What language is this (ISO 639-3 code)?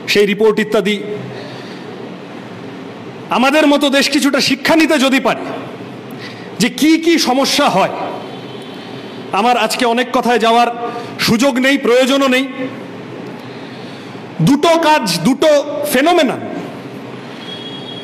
ben